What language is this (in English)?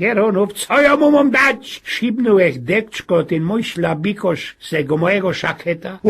Silesian